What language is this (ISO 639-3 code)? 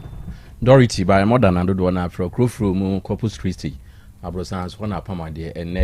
aka